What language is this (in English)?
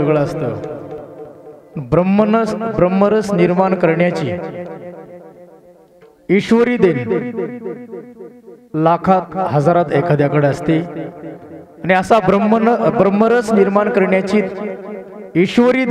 Marathi